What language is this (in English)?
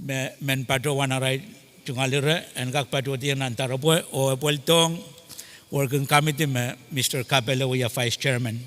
Pohnpeian